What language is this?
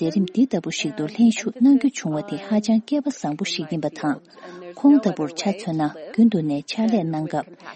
Tibetan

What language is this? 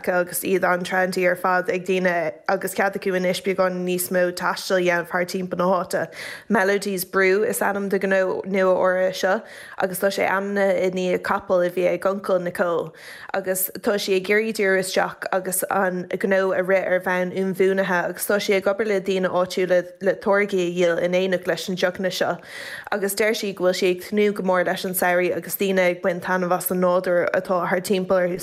Irish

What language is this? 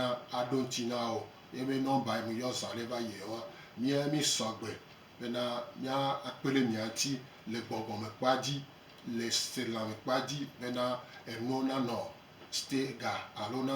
Gen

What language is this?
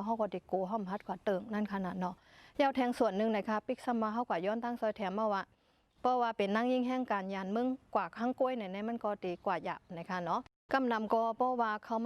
Shan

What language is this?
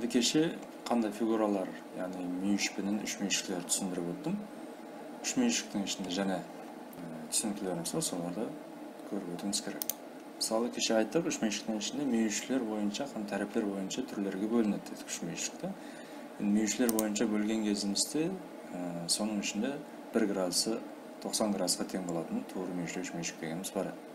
Kara-Kalpak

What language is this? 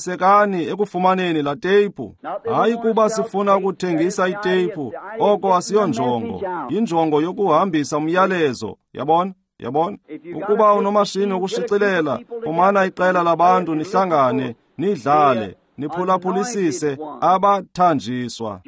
Xhosa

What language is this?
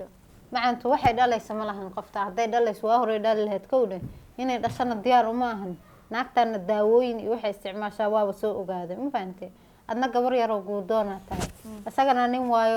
Somali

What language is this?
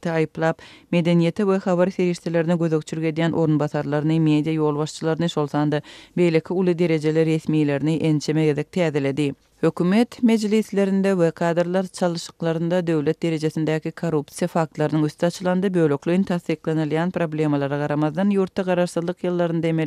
Turkmen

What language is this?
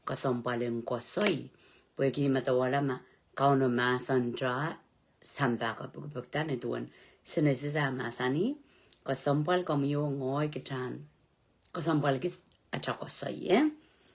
Pohnpeian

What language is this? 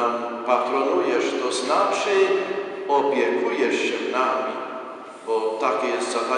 Polish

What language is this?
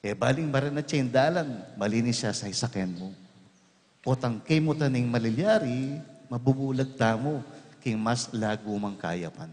Pampanga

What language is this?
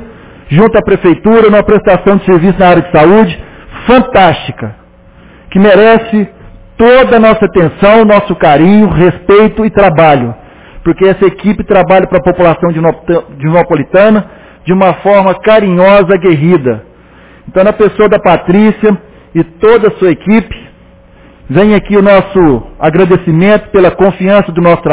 Portuguese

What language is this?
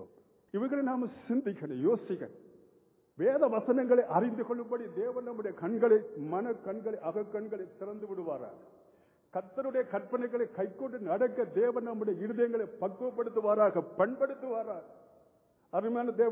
Tamil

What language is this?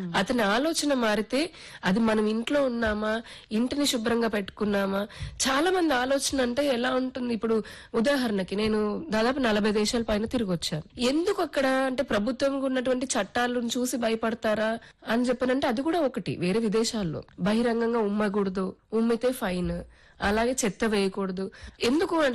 Telugu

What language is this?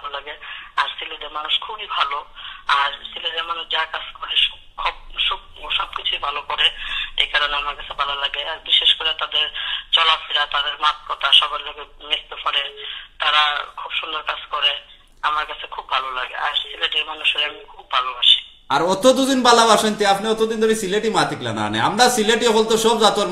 Sylheti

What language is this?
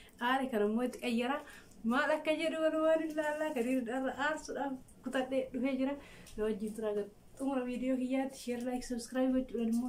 Oromo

